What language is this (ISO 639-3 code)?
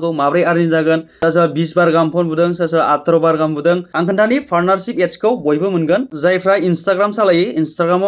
brx